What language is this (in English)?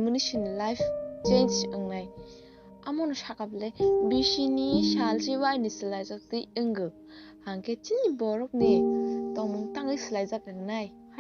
Kok Borok